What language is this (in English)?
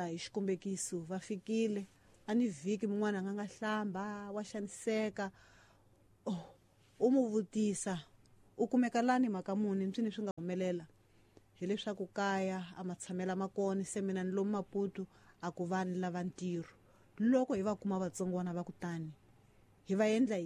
Tsonga